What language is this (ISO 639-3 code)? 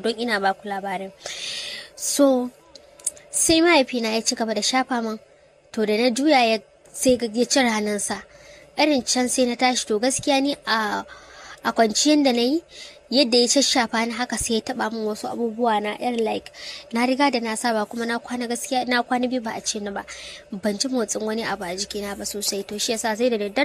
hau